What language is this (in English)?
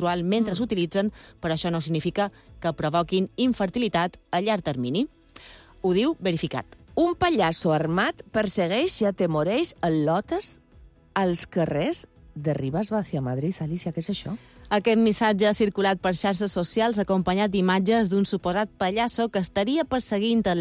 Catalan